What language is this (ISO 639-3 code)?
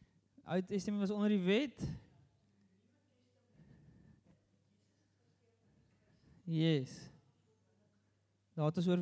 afr